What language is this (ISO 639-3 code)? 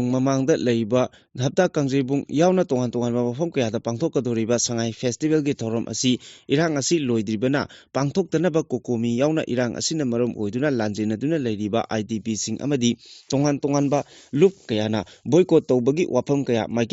mni